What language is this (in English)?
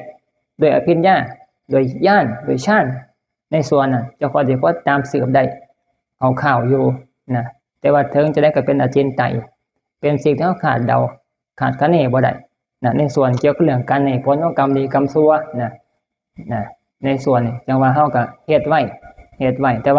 Northeastern Thai